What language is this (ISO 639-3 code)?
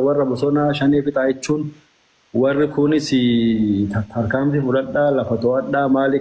orm